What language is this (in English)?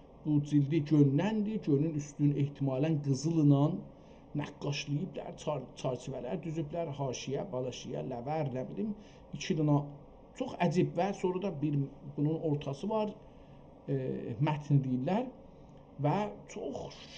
South Azerbaijani